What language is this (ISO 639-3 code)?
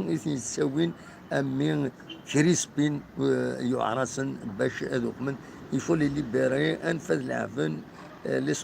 kab